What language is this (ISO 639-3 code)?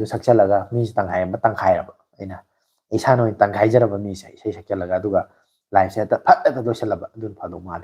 mni